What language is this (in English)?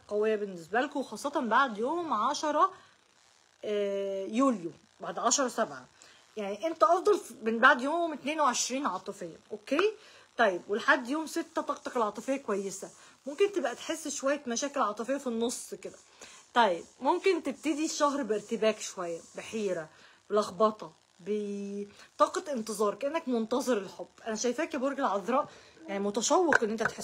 Egyptian Arabic